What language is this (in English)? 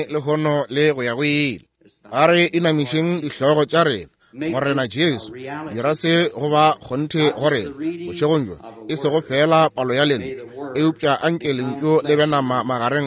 Northern Sotho